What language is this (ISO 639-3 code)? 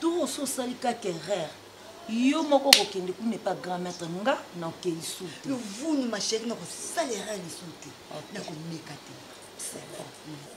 lin